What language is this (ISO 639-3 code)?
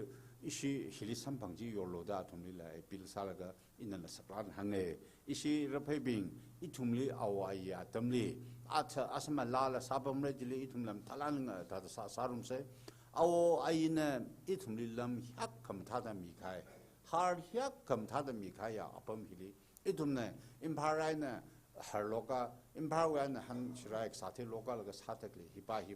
nmf